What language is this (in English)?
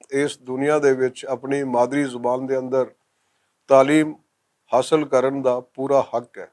Western Panjabi